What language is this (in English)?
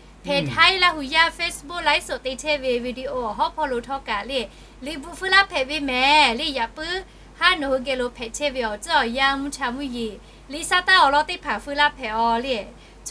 Lahu